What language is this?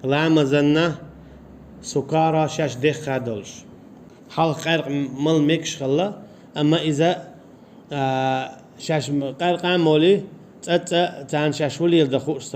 Chechen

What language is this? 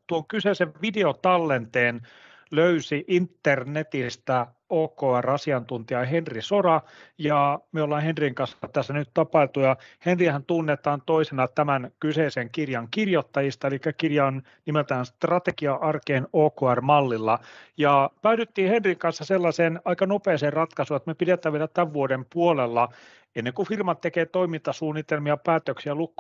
Finnish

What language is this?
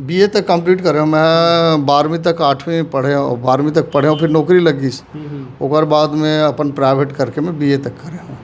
Chhattisgarhi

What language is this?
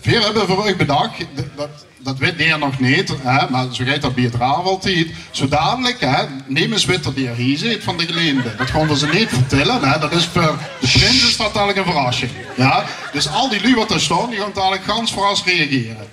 Limburgish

